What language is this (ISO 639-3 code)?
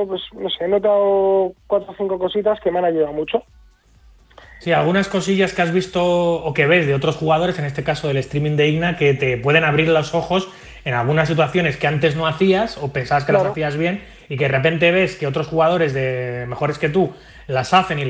spa